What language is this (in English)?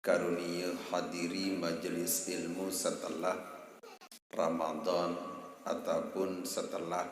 Sasak